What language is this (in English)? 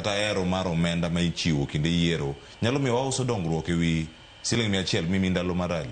Luo (Kenya and Tanzania)